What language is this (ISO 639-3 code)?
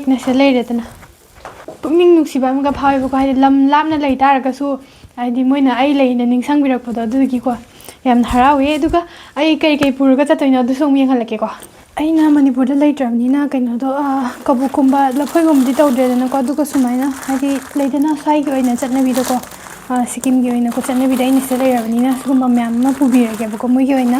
mni